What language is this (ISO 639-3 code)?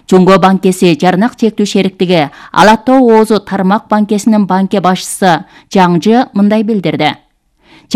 kir